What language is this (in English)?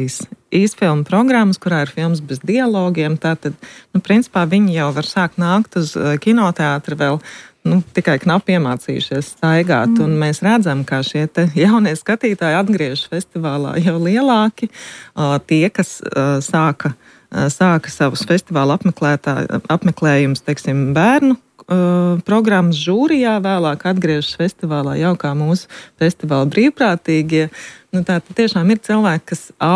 Latvian